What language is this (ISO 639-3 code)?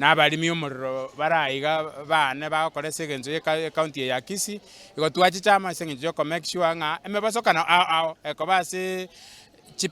guz